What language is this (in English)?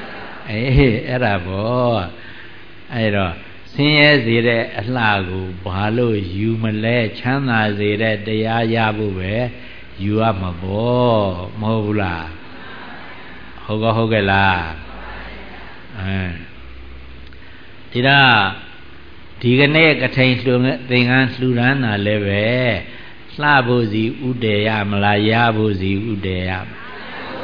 Burmese